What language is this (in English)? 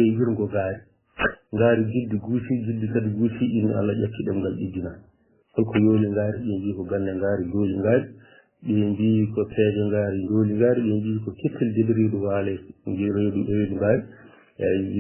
Fula